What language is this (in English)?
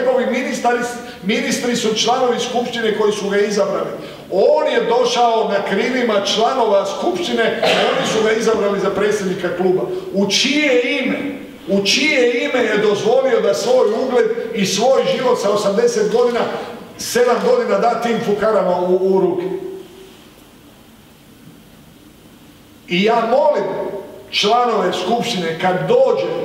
Croatian